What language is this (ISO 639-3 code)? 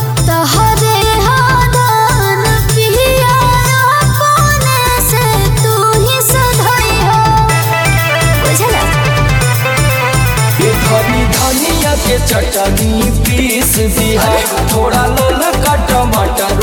bho